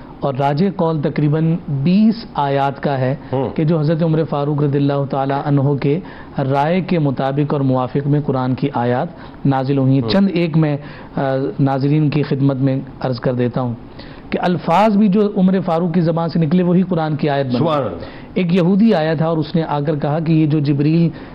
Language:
Urdu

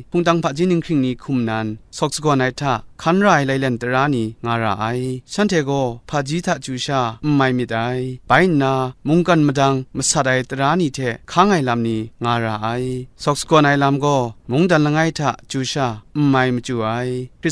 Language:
Kachin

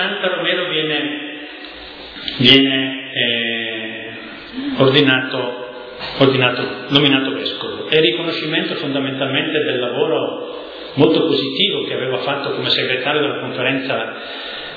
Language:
Italian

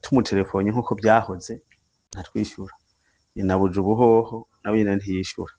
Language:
Rundi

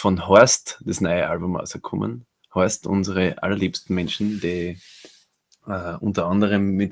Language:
Bavarian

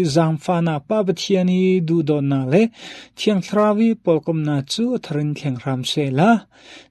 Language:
Falam Chin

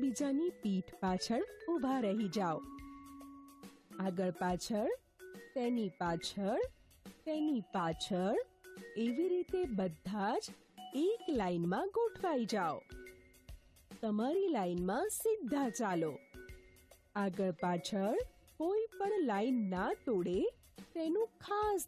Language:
Gujarati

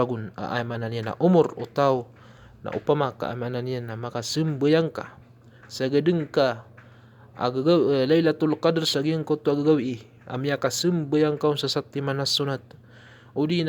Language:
Maranao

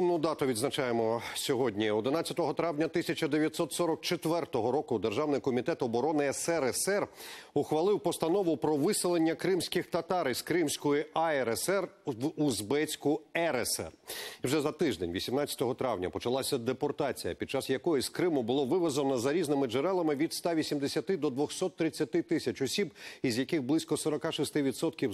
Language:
Ukrainian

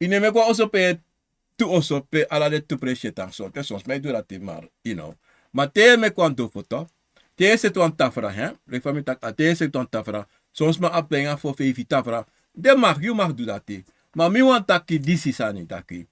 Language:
Sranan Tongo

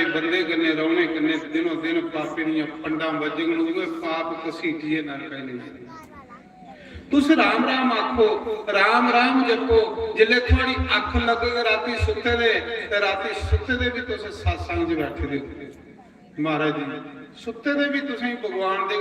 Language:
Dogri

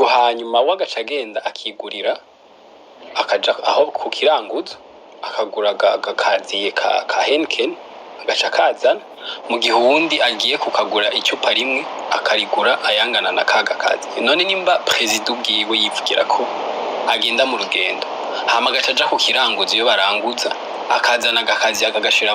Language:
Rundi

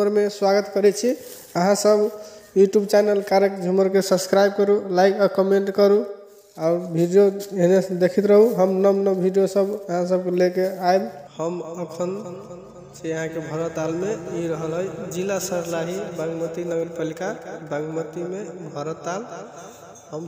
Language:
Maithili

